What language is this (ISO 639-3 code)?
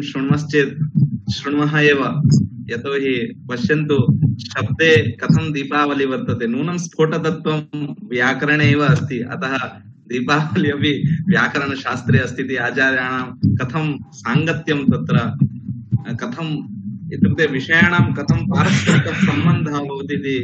san